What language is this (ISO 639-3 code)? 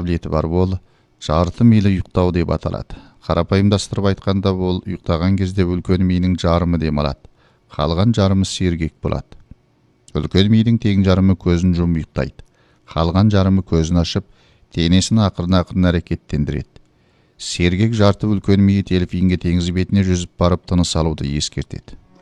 kaz